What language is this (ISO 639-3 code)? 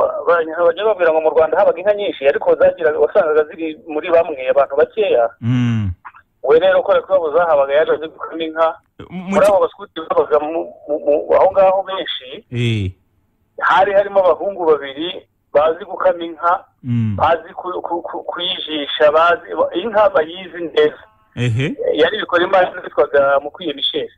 kin